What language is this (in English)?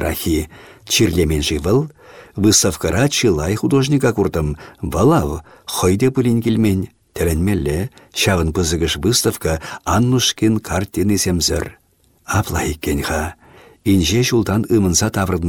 Chuvash